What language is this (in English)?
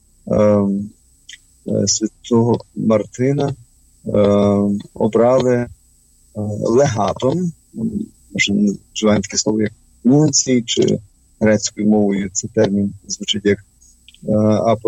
Ukrainian